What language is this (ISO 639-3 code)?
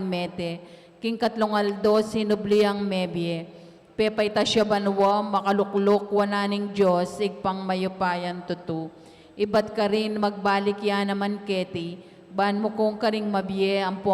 pam